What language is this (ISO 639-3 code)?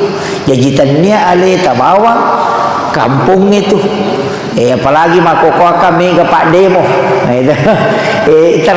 bug